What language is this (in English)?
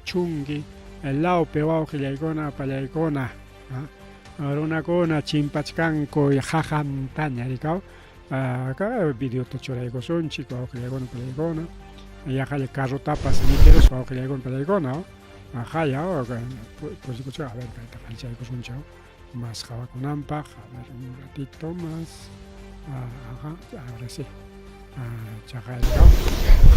Ayacucho Quechua